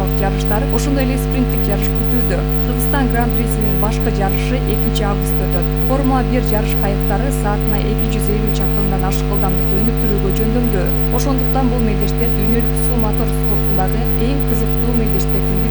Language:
Kyrgyz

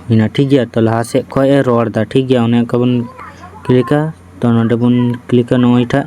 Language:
Santali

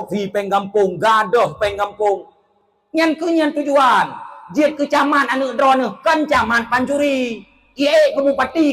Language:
Achinese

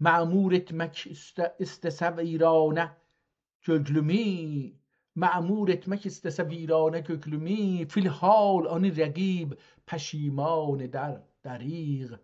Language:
South Azerbaijani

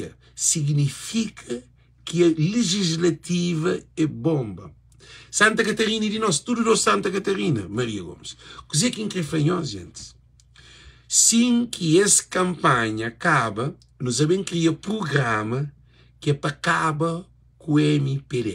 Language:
Kabuverdianu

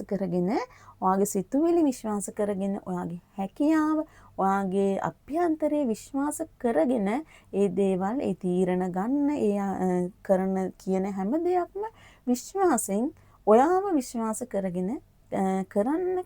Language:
Sinhala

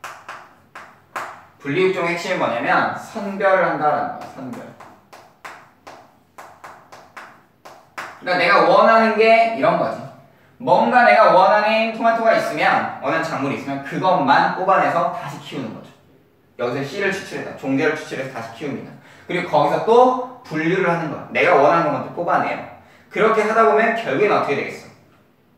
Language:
Korean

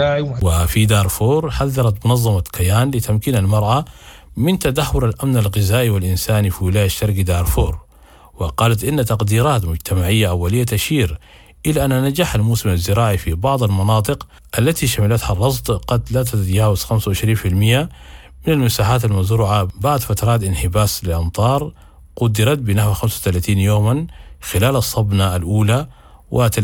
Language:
Sudanese Arabic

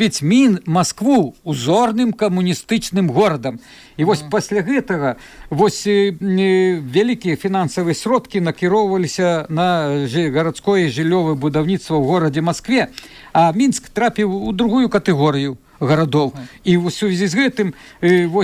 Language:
Belarusian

